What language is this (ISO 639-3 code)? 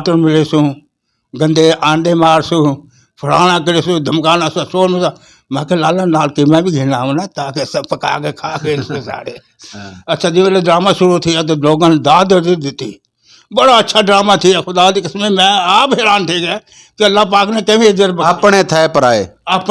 skr